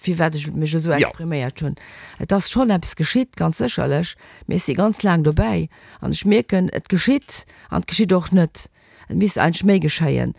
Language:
Luxembourgish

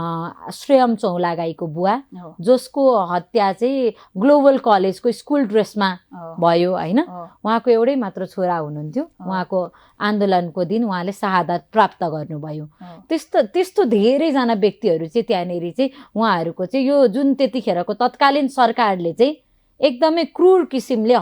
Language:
Nepali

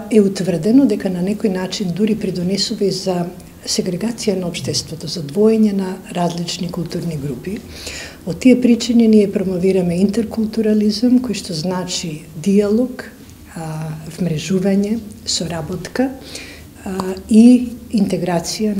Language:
Macedonian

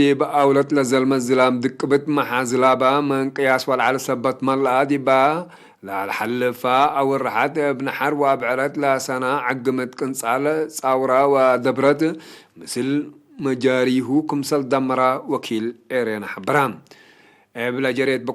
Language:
Tigre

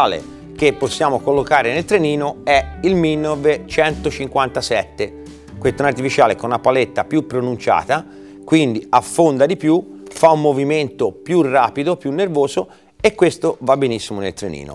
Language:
Italian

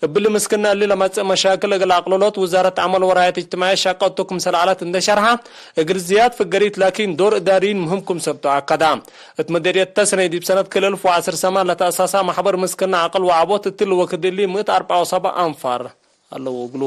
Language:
Tigre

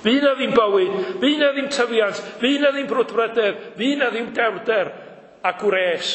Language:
Welsh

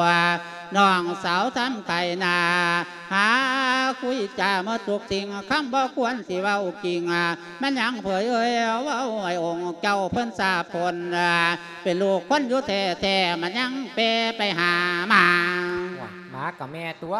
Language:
Lao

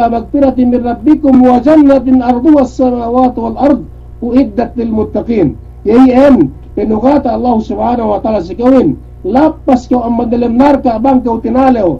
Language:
Yakan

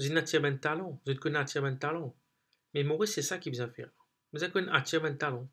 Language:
Morisyen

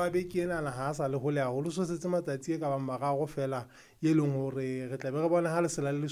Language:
Southern Sotho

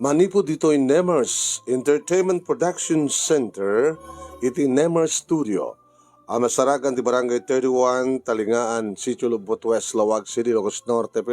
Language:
Iloko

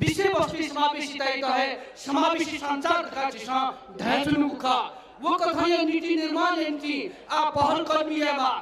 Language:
Newari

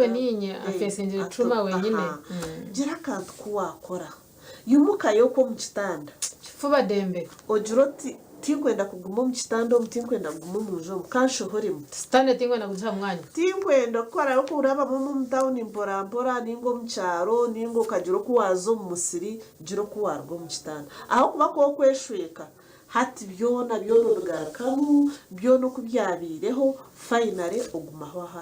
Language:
Nyankole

